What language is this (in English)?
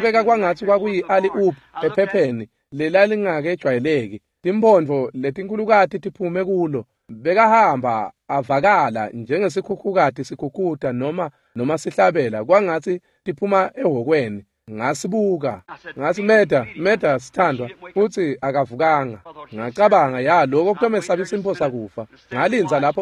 Swati